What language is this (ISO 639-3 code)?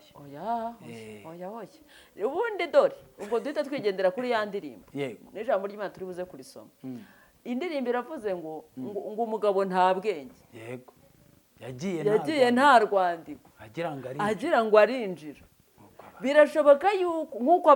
kin